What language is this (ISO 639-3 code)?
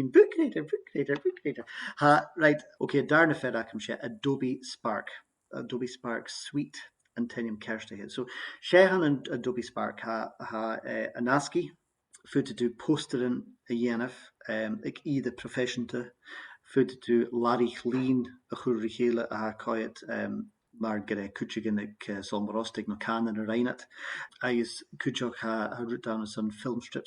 gla